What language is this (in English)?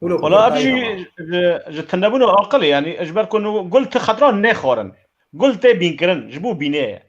Kurdish